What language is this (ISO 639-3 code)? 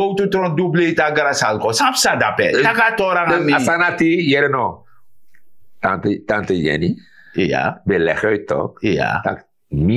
srn